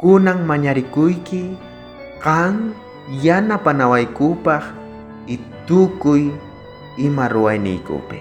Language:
South Bolivian Quechua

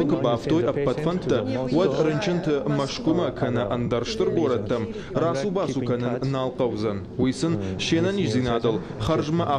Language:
Ossetic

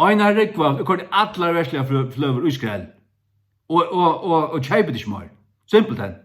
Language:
Faroese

